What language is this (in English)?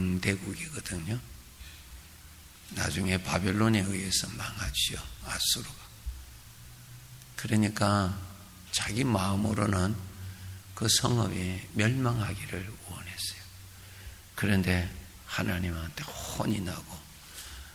Korean